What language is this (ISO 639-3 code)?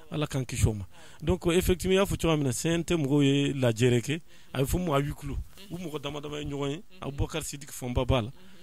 bam